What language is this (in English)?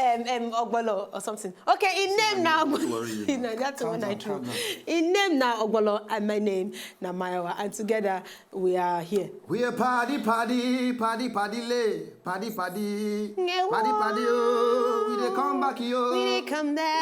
Nigerian Pidgin